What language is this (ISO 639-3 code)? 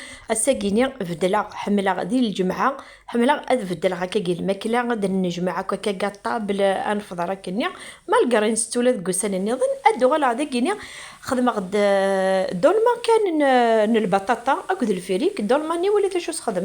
kab